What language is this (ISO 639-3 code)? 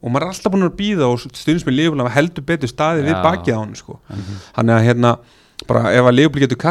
isl